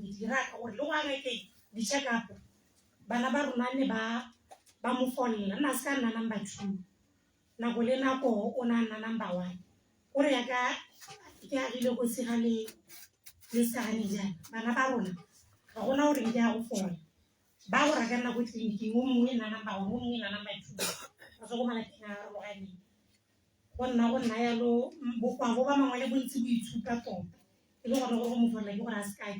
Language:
Tswana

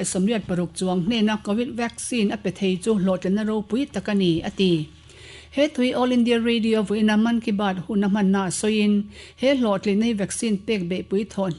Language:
Mizo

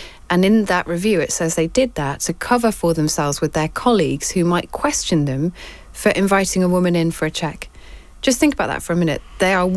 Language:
English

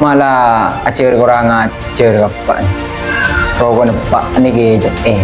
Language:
Madurese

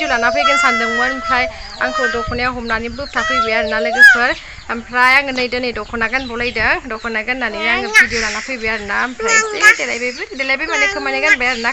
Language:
Bodo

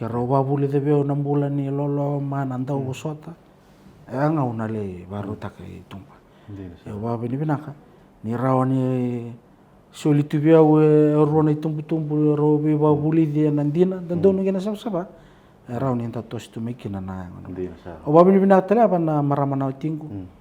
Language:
Fijian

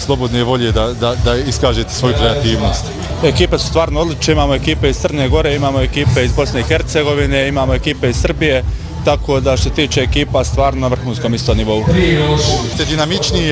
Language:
Bosnian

